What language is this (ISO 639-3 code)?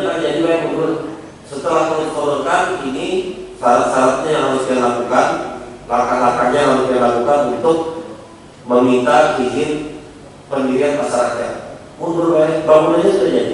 bjn